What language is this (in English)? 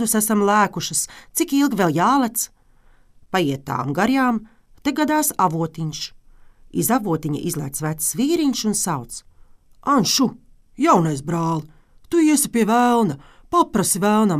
Latvian